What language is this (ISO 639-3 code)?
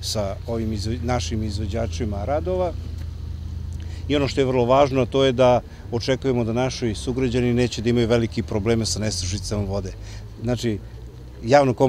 srp